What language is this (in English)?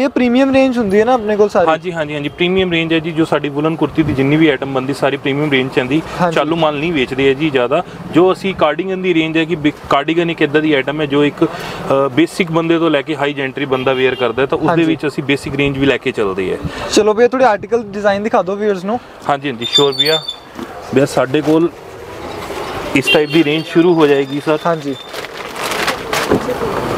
Punjabi